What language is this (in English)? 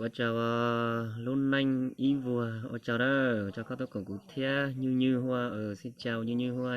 Hmong